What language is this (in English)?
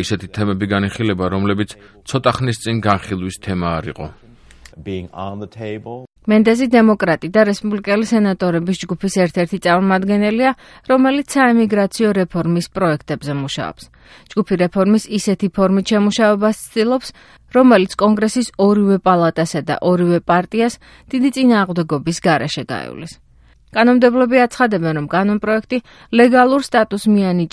Georgian